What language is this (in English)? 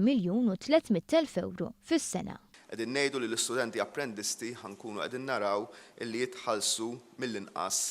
Maltese